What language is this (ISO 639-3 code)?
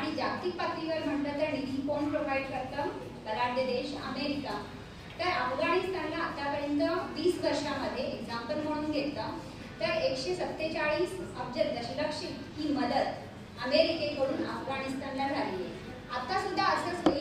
mar